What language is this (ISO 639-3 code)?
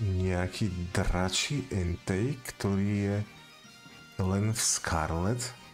slk